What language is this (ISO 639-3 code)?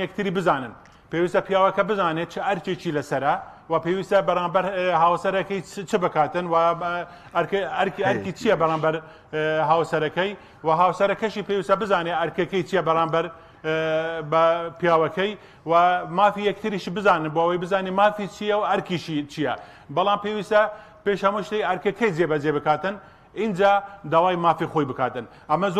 ckb